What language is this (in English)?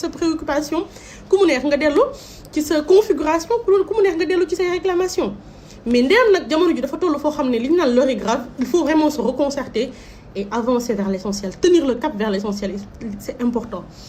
Wolof